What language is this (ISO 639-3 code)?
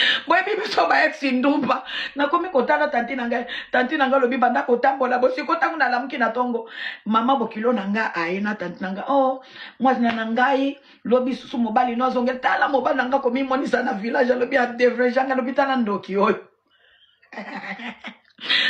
lin